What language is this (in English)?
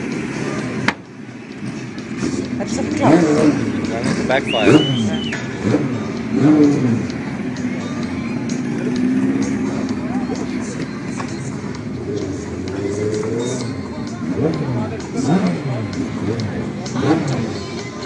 Afrikaans